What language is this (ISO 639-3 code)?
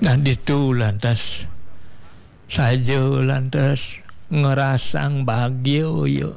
ban